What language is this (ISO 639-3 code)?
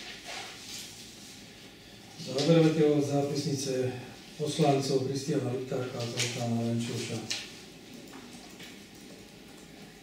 slk